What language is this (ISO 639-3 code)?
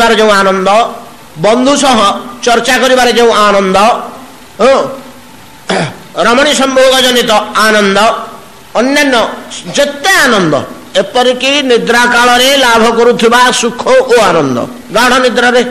ori